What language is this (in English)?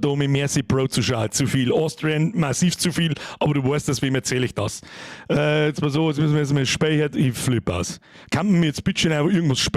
Bavarian